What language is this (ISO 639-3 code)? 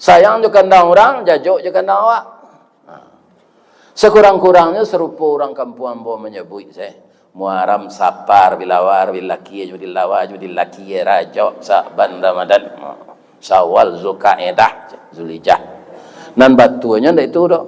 min